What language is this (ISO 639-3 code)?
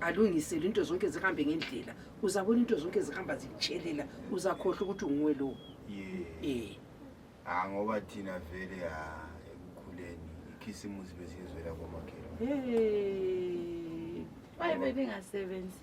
nde